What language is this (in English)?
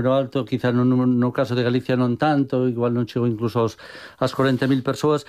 Galician